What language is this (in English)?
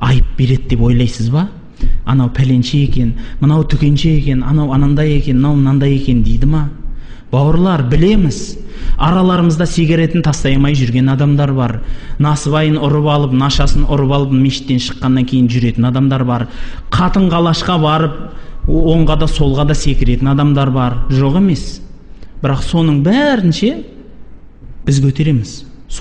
Kazakh